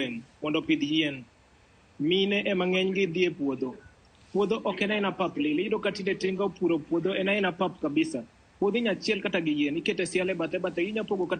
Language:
Luo (Kenya and Tanzania)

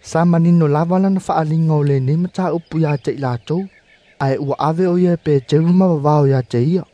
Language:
Samoan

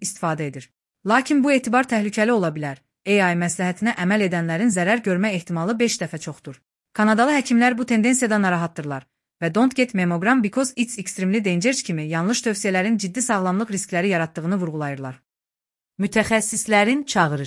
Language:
Azerbaijani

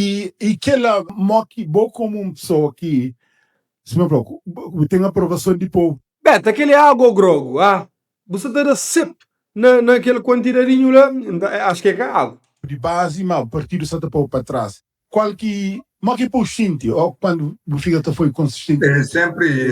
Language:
Kabuverdianu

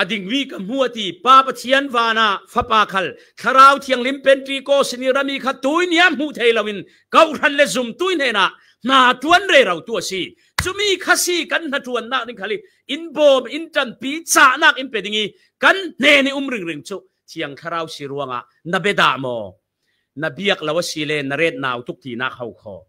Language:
Falam Chin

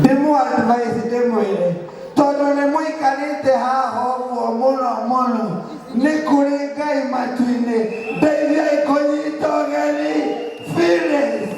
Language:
Kikuyu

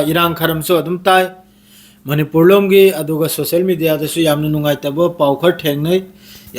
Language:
Manipuri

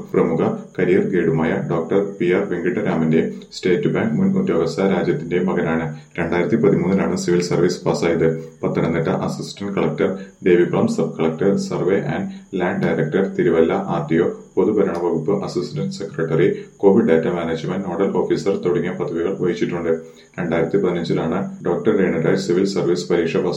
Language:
Malayalam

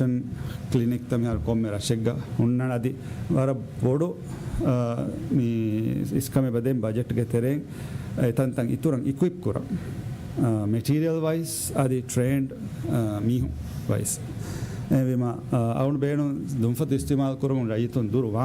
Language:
Divehi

